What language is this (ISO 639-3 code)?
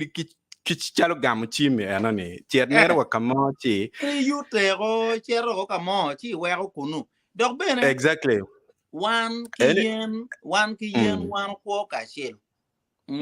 ach